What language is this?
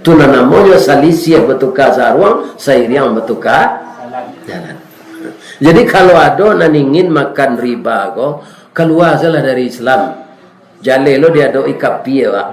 Minangkabau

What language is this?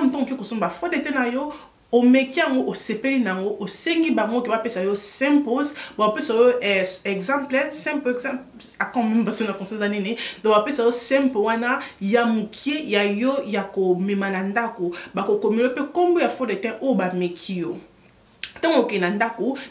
Lingala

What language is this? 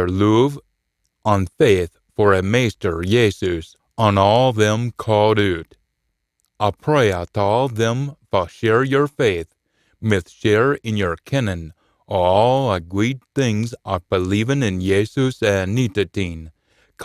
Scots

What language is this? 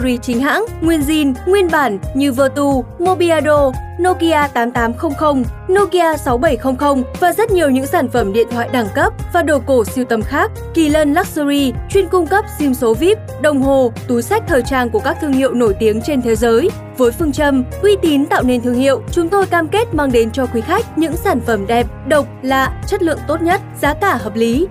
Vietnamese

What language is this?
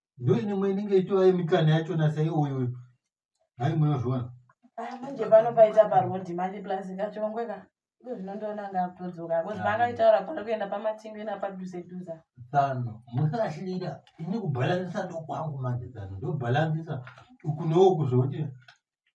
Shona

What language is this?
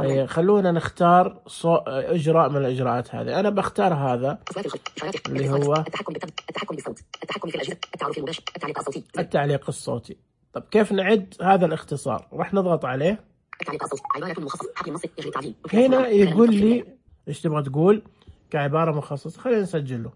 Najdi Arabic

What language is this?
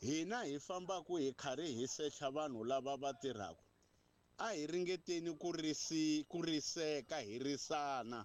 Tsonga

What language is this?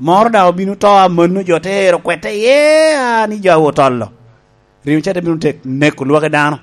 Lango (Uganda)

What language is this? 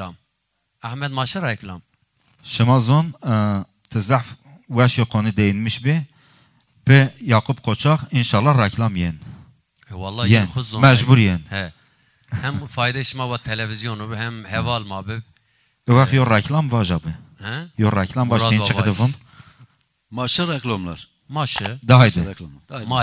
Zaza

